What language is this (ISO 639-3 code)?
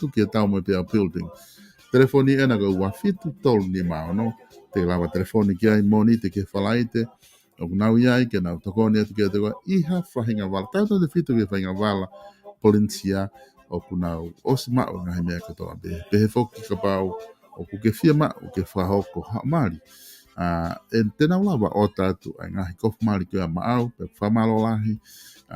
ton